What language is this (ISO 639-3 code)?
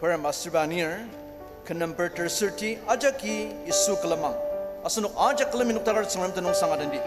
njo